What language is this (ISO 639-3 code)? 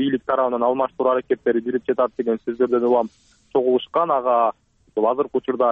kir